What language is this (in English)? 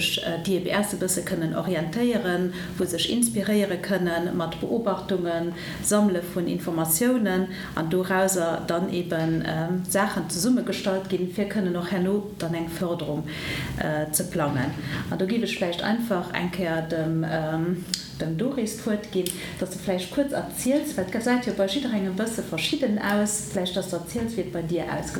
Luxembourgish